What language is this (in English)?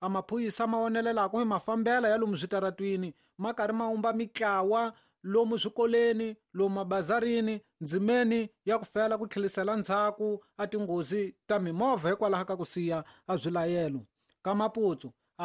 Tsonga